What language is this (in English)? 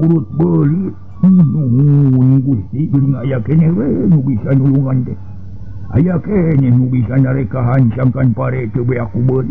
Sundanese